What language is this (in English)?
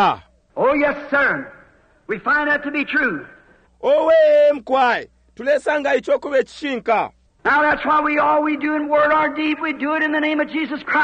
Bemba